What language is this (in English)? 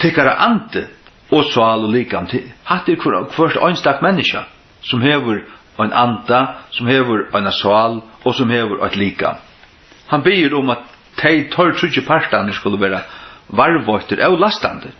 Faroese